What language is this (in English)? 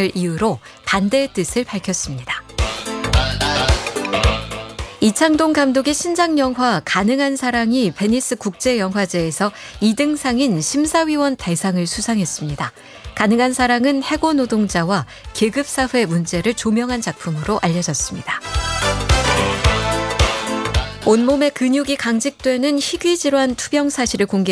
Korean